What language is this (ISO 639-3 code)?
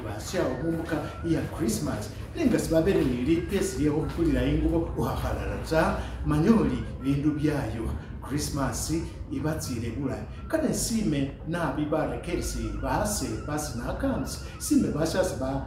myx